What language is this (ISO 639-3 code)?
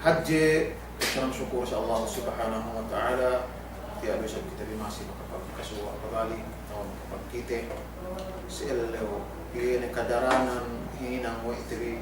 yka